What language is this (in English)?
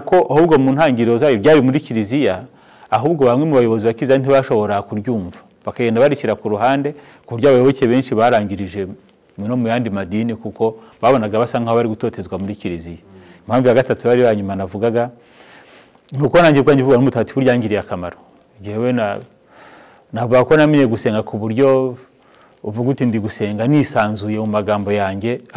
Kinyarwanda